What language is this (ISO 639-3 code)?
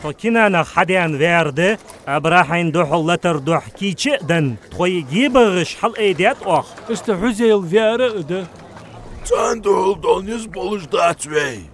inh